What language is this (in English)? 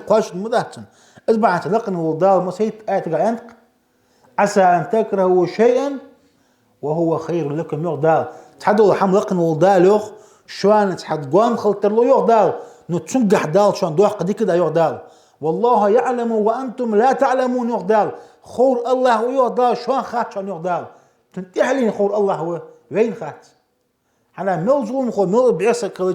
Ingush